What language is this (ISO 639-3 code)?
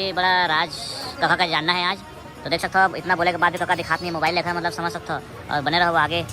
hne